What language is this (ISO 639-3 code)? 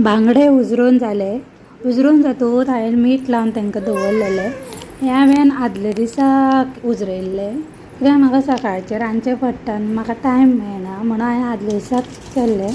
kok